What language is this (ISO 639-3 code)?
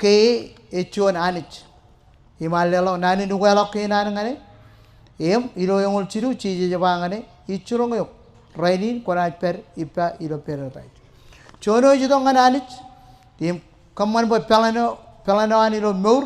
mah